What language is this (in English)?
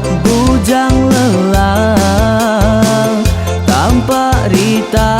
Iban